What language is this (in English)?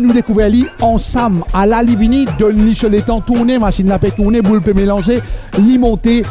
Morisyen